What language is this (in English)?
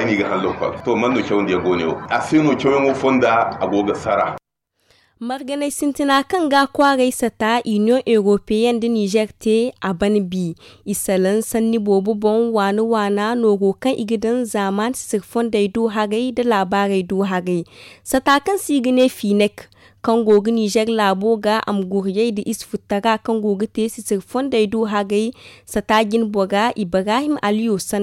Zarma